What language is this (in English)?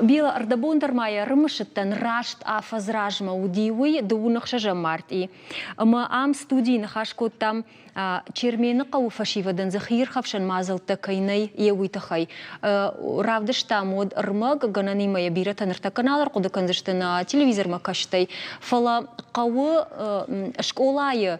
Ossetic